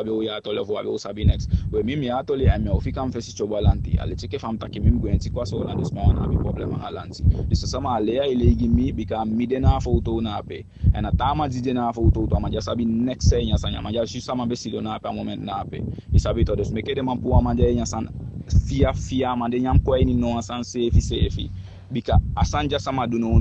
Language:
Eastern Maroon Creole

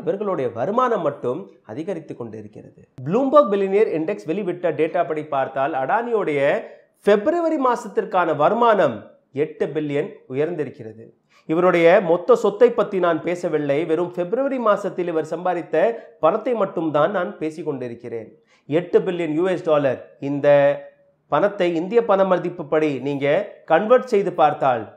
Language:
Tamil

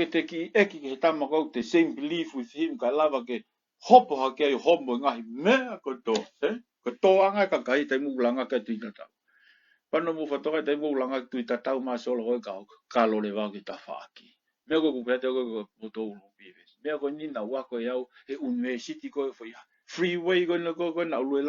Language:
Tongan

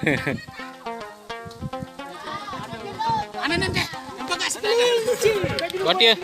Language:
Sasak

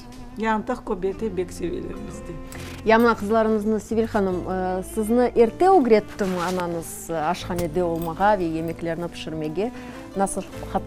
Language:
Crimean Tatar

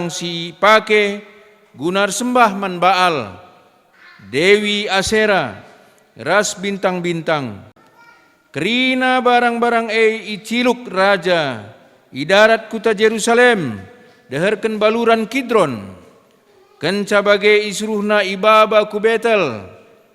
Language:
Batak Karo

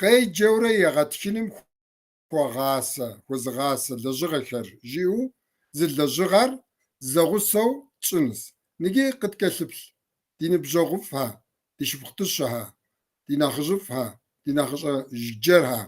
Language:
Kabardian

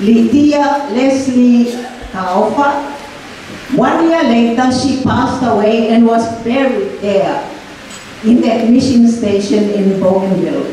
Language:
Tongan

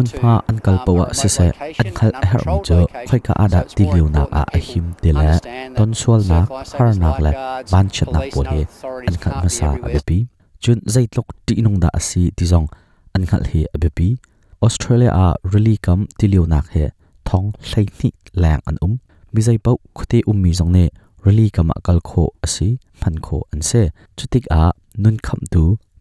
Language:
Hakha Chin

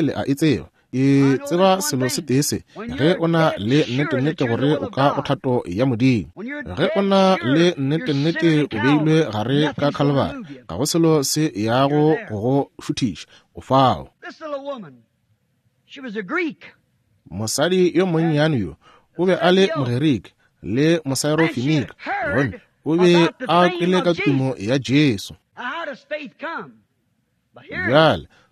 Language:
Northern Sotho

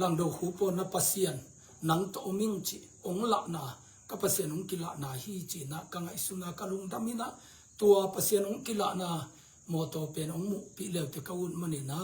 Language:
Tedim Chin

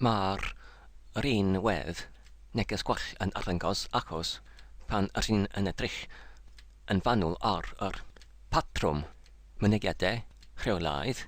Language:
Welsh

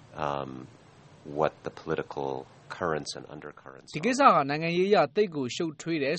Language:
Burmese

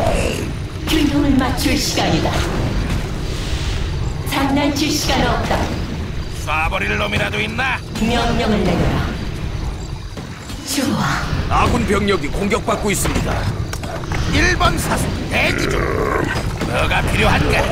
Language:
Korean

